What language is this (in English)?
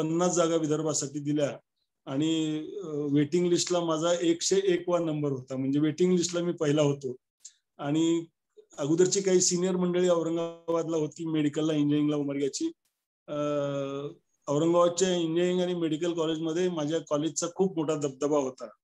Marathi